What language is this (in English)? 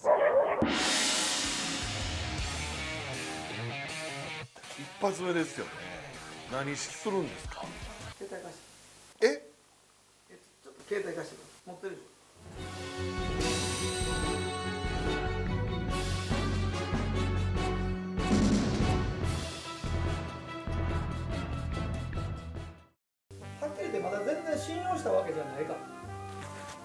Japanese